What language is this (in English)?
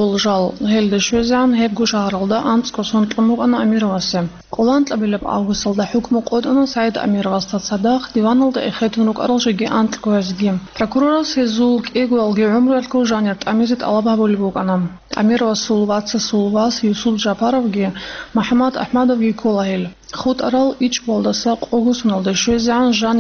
Avaric